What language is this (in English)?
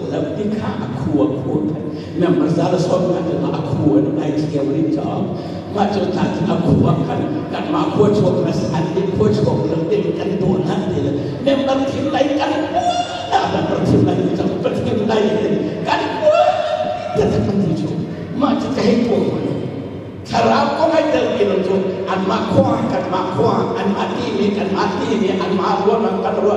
Hakha Chin